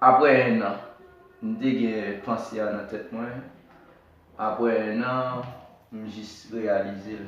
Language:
Haitian Creole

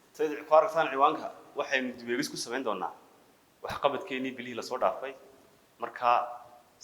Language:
Somali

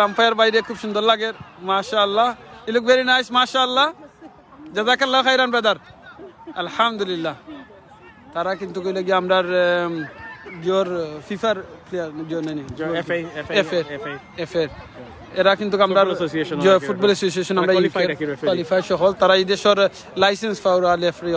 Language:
Sylheti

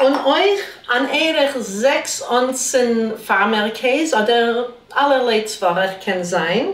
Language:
Yiddish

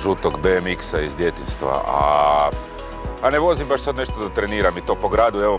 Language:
Croatian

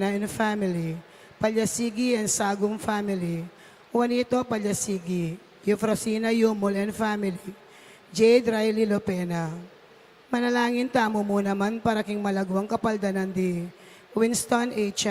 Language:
Pampanga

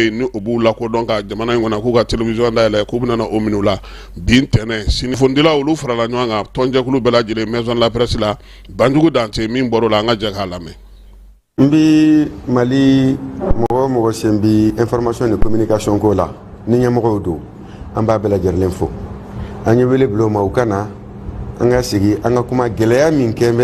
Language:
Bambara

